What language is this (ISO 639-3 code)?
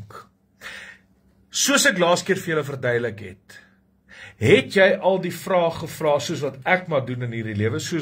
afr